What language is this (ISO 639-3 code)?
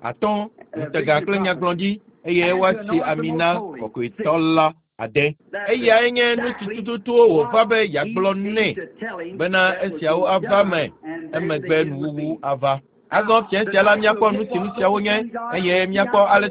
ewe